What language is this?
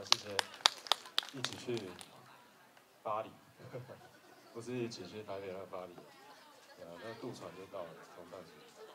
Chinese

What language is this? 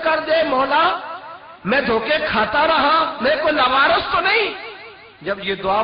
Western Panjabi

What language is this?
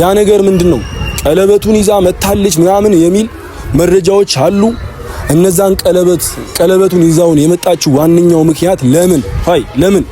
Amharic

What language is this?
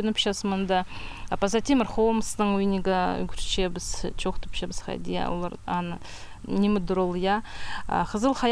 Khakas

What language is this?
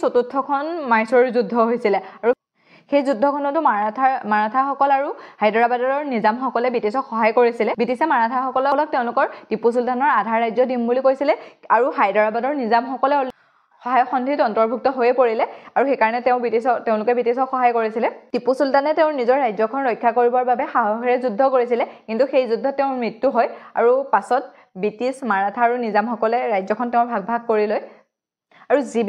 Assamese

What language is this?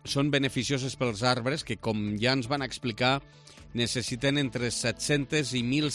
Catalan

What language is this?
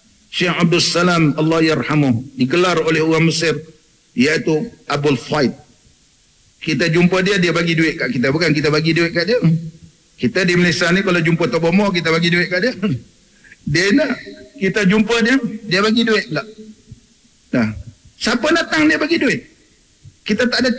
Malay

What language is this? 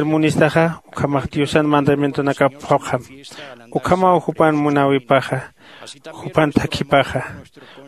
Aymara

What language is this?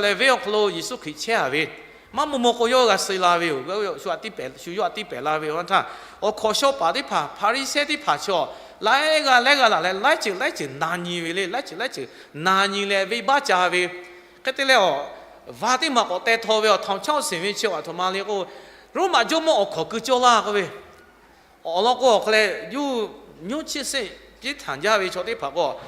Lahu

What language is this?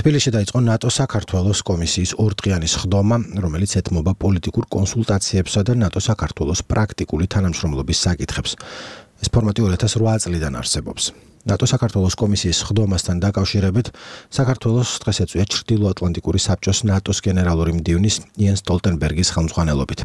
Georgian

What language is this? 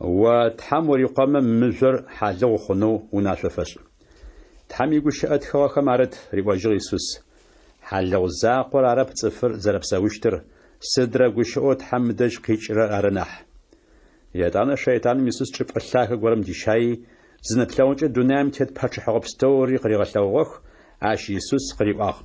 Adyghe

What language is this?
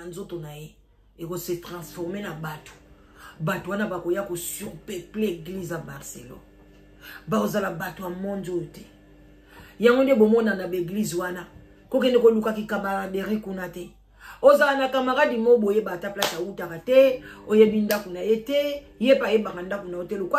Lingala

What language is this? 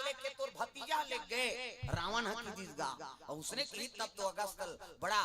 Chhattisgarhi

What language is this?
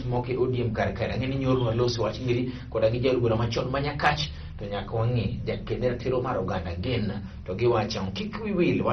Luo (Kenya and Tanzania)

